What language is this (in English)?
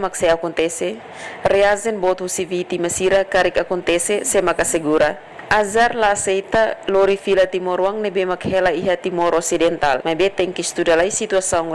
Tetum